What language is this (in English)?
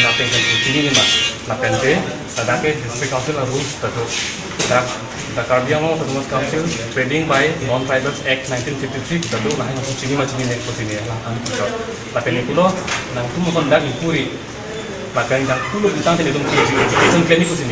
Karbi